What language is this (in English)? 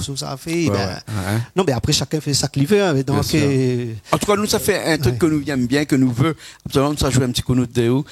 Réunion Creole French